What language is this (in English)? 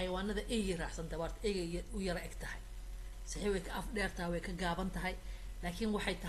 Somali